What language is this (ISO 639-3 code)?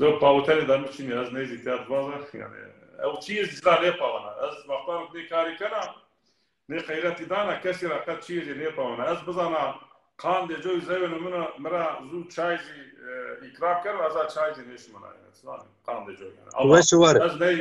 zza